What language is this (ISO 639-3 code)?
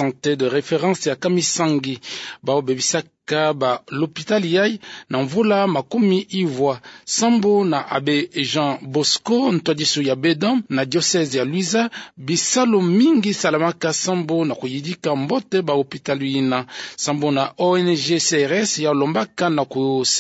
ktu